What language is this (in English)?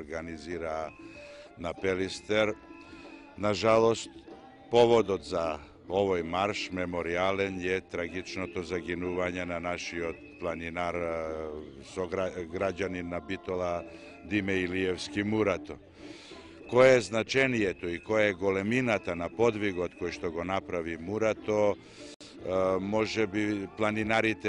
Macedonian